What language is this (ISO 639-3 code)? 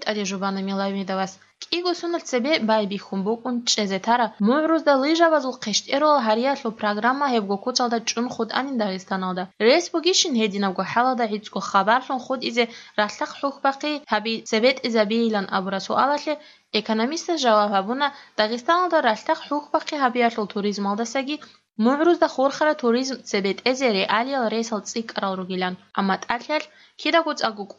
ava